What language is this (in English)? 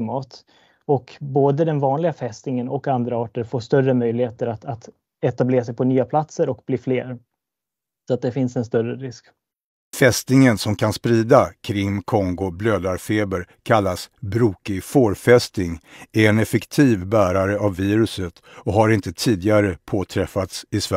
Swedish